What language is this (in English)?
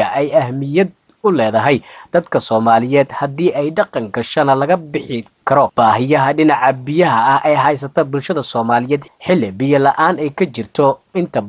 Somali